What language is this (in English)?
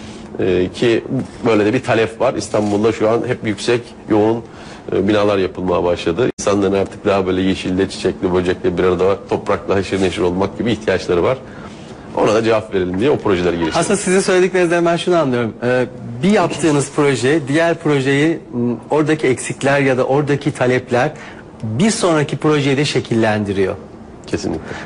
Turkish